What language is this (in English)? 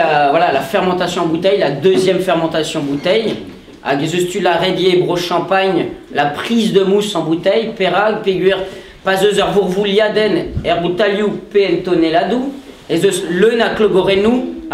Breton